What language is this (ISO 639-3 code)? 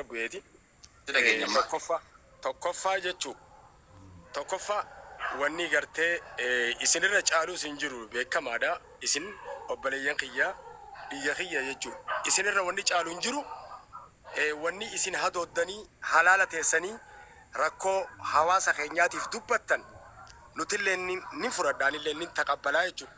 orm